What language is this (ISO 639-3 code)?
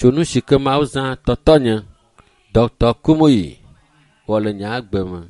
ewe